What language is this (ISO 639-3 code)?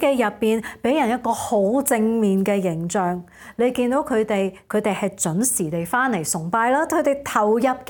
yue